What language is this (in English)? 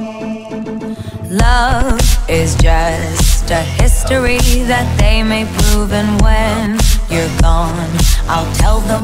English